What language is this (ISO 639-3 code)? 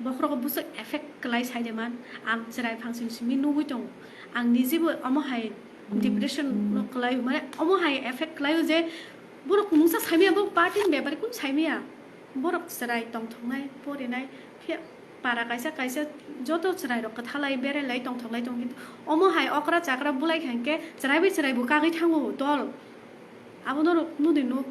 trp